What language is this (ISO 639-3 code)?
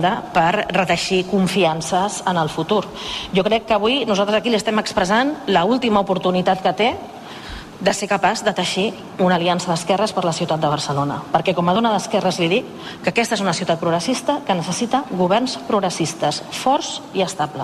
cat